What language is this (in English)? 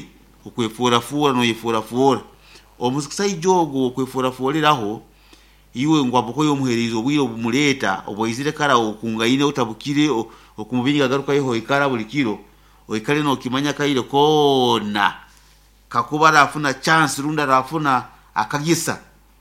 Nyoro